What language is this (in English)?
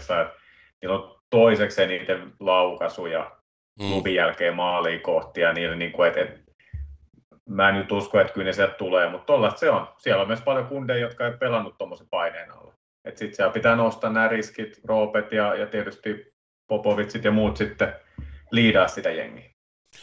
Finnish